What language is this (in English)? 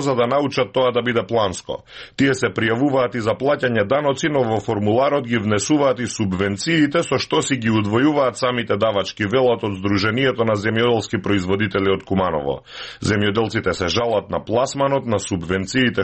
Macedonian